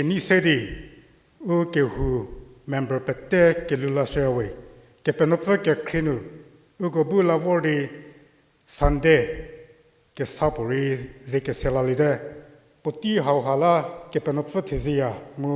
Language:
Angami Naga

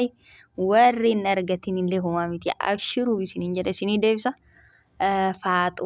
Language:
Oromo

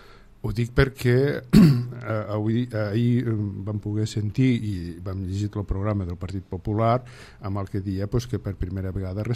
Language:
Catalan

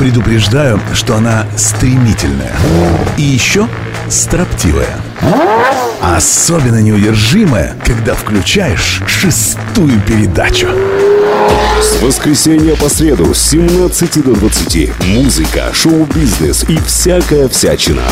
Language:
Russian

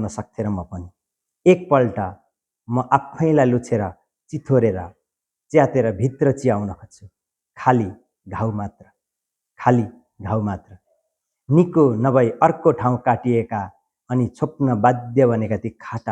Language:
Nepali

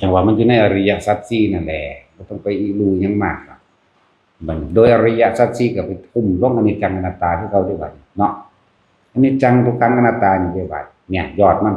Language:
Northeastern Thai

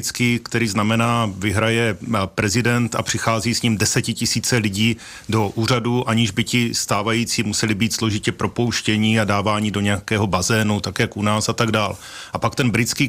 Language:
Czech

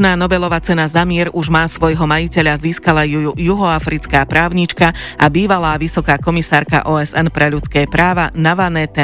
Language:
Slovak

